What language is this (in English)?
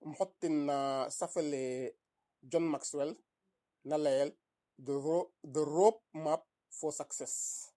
Serer